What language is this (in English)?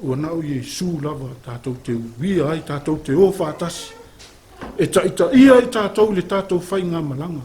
Samoan